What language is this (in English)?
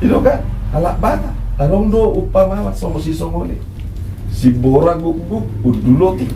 Batak Toba